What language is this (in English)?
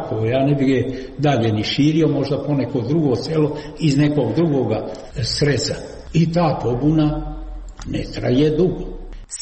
Serbian